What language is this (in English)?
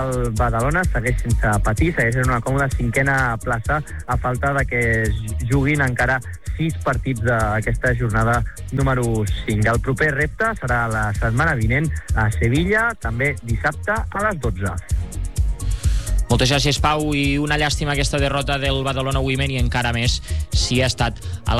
Catalan